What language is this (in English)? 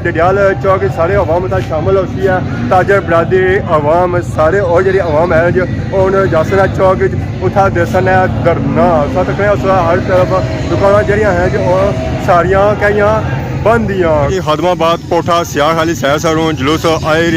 Pahari-Potwari